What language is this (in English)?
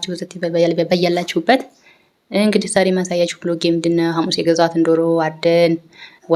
Amharic